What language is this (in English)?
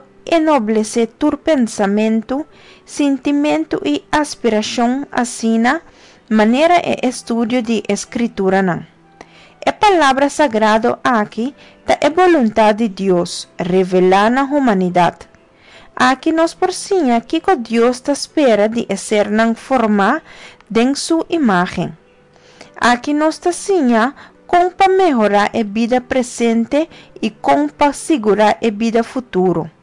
Papiamento